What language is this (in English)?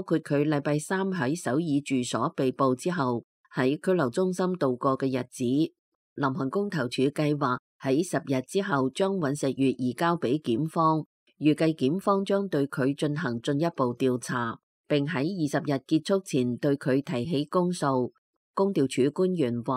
Cantonese